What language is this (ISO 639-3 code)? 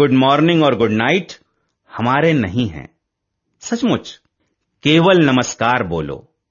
hin